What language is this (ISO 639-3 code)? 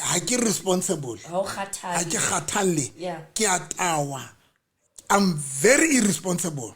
sot